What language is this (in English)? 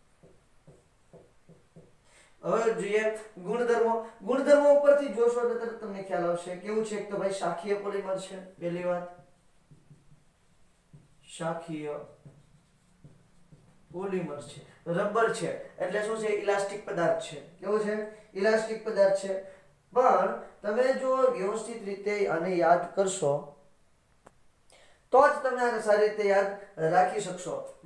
Gujarati